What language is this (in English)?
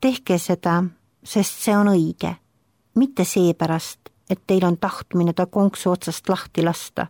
Estonian